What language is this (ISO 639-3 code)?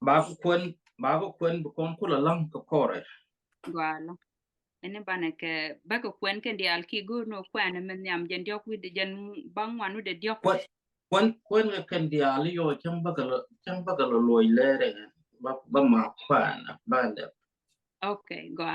nus